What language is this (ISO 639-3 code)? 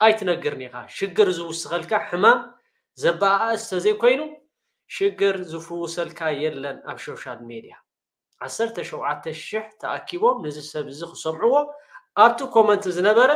tir